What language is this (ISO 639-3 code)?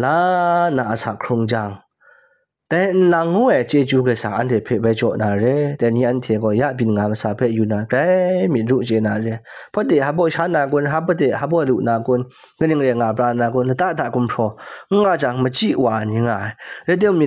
kac